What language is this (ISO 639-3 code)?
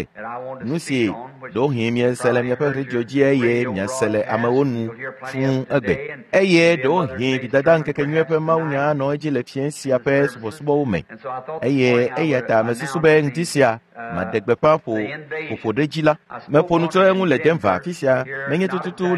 ewe